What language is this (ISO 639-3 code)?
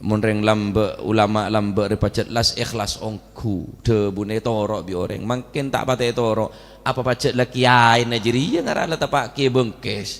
mad